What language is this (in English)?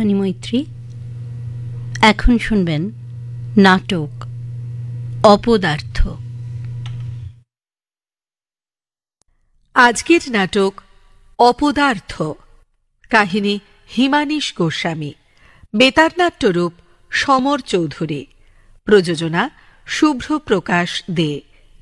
Bangla